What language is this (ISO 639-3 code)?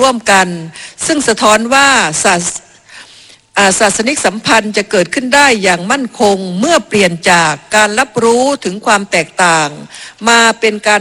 tha